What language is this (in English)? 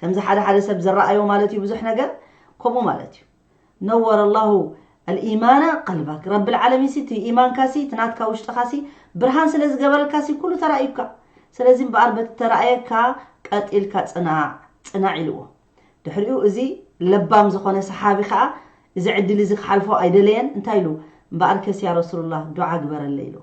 Tigrinya